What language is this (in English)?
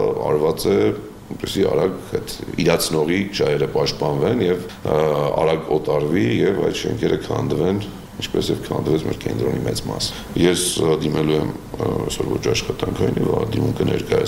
Armenian